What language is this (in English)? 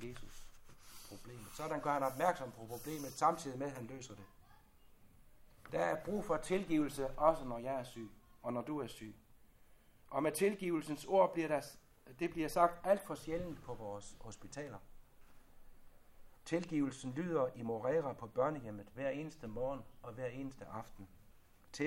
Danish